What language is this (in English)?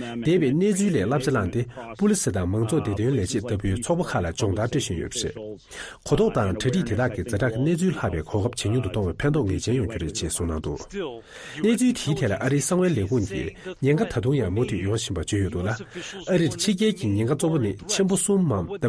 Tibetan